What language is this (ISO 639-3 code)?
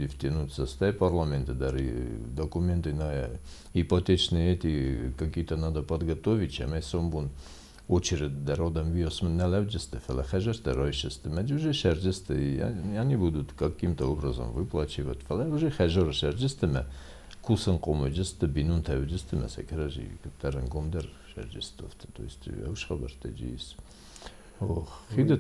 oss